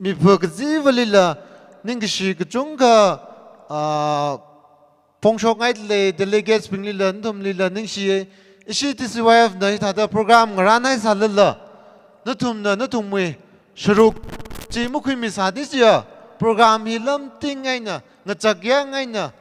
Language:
Tangkhul Naga (India)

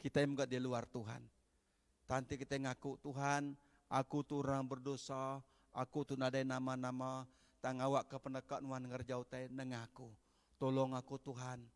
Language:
Iban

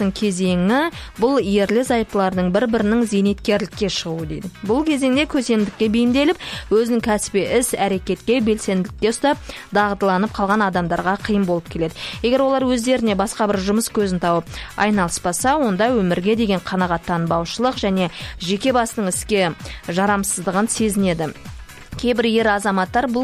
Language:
Kazakh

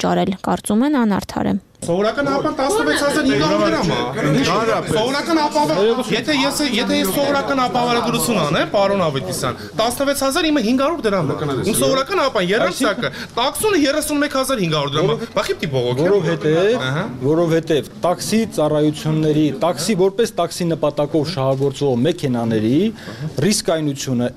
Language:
Armenian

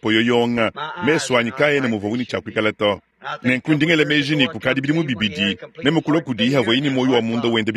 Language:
Luba-Lulua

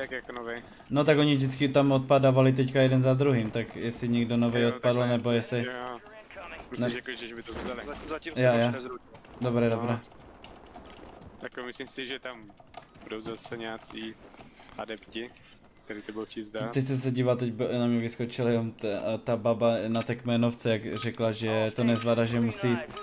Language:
Czech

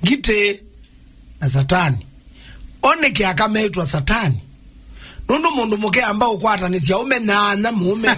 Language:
Kamba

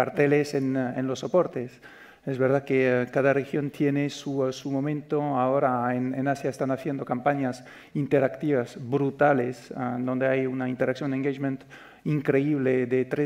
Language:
Spanish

